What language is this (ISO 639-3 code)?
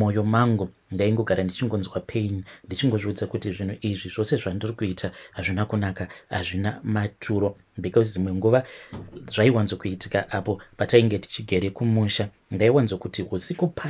sna